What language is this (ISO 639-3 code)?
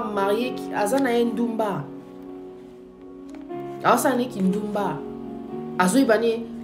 fra